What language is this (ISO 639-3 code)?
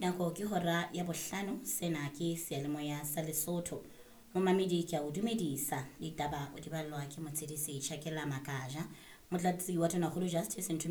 sot